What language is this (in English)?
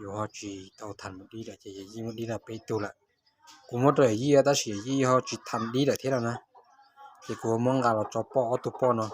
Hmong